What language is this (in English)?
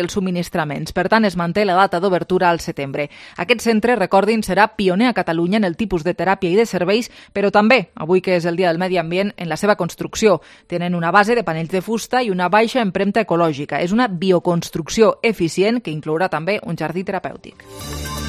Catalan